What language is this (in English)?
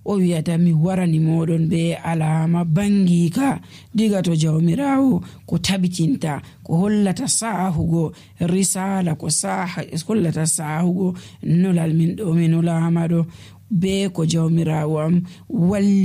Nigerian Fulfulde